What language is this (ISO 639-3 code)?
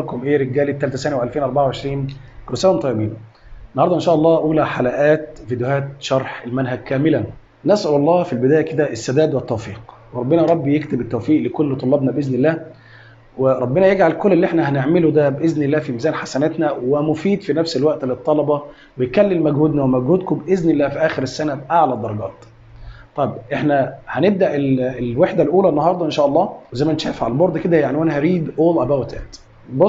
arz